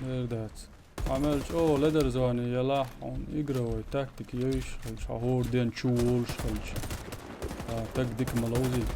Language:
Chechen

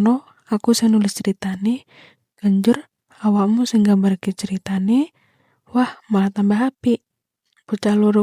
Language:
Javanese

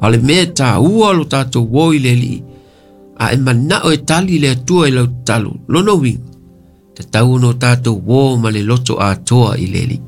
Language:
Samoan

